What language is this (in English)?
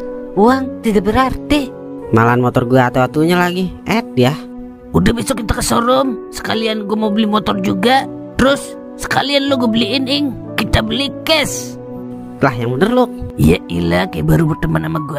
Betawi